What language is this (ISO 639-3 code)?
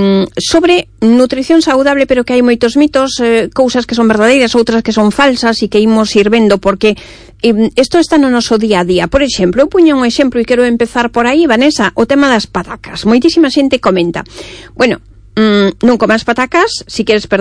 glg